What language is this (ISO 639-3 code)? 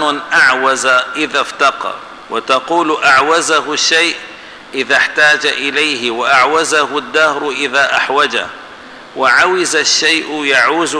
ara